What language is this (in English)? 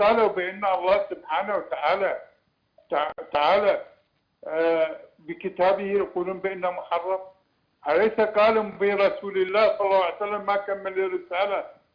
Arabic